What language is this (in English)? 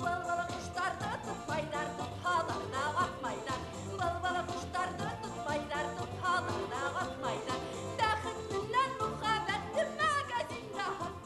Bashkir